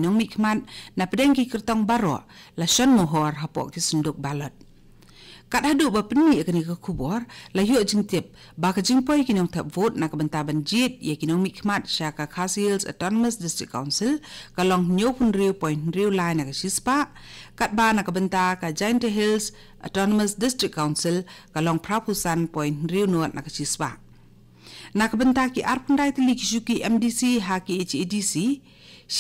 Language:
Khasi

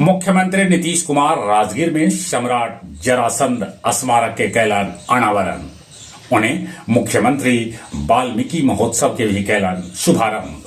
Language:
Magahi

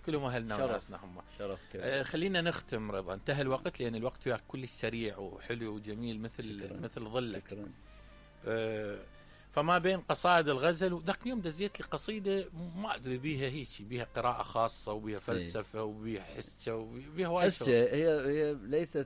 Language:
Mesopotamian Arabic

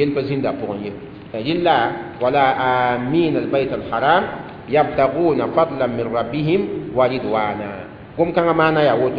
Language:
Mossi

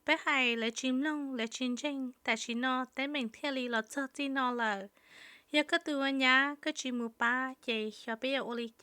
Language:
Hmong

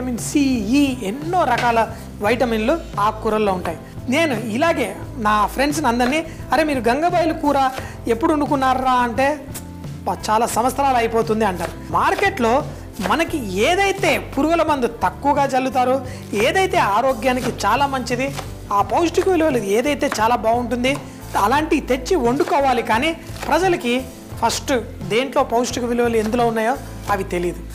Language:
Telugu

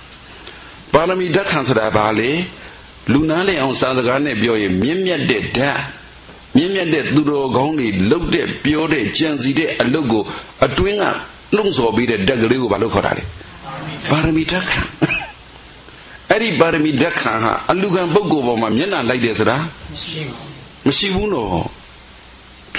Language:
Burmese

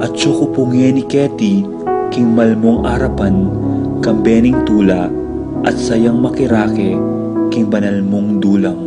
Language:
Pampanga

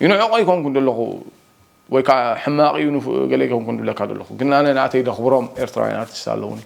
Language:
Tigrinya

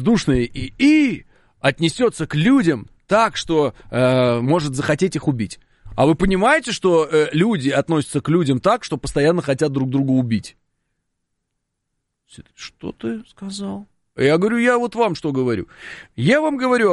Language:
Russian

